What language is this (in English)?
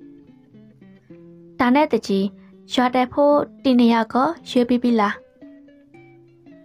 Burmese